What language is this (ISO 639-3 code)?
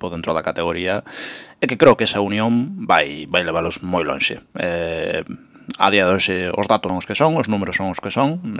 glg